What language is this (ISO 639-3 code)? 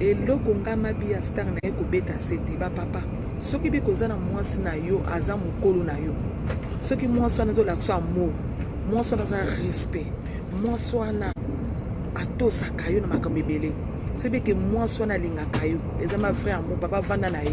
lin